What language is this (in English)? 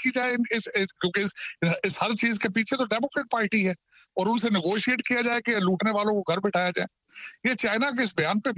Urdu